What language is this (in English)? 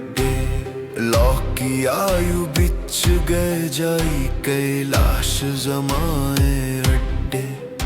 Dogri